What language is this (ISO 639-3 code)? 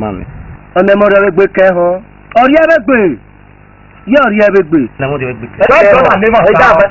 ish